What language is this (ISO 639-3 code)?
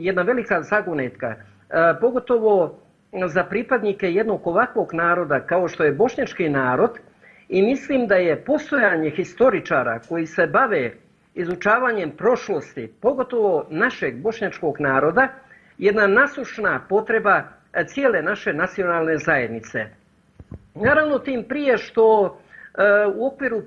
bos